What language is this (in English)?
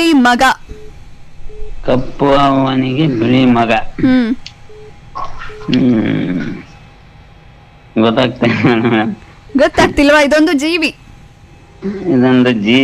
Kannada